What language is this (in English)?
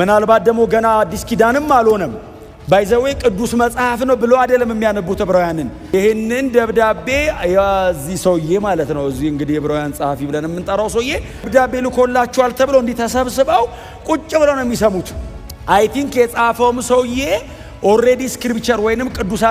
Amharic